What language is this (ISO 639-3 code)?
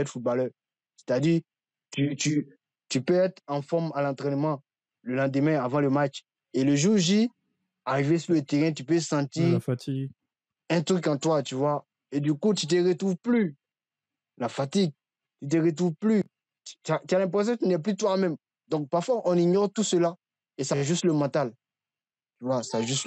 fra